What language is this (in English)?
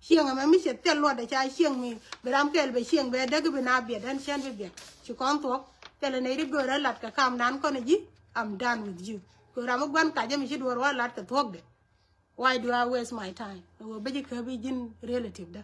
Nuer